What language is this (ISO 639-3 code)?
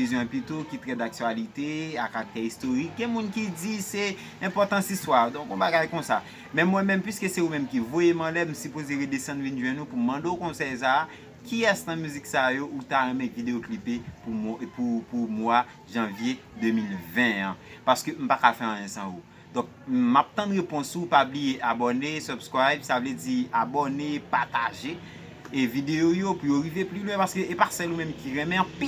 hat